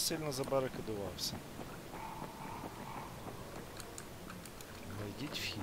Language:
Ukrainian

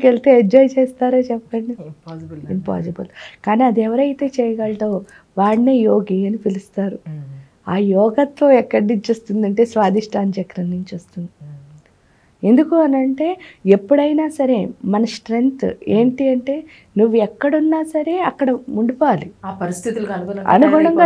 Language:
Telugu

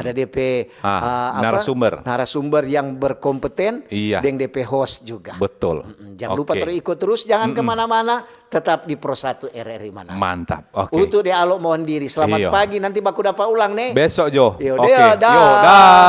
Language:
Manado Malay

